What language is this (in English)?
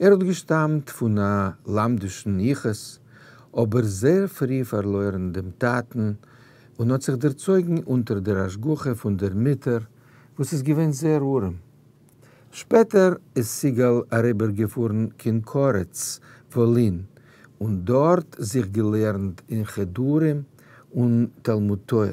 Yiddish